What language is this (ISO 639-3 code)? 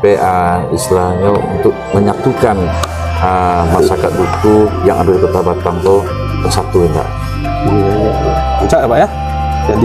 min